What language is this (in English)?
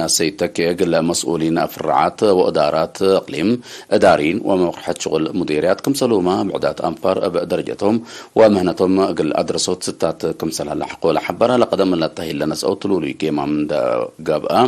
Tigre